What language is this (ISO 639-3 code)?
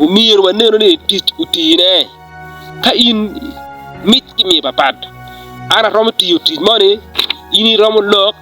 ach